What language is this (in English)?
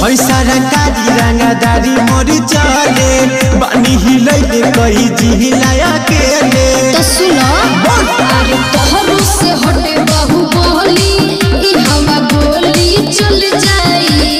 Bhojpuri